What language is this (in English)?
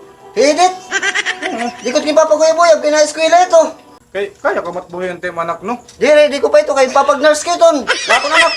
Waray